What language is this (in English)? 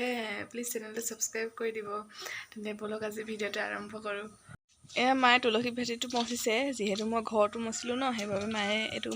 Assamese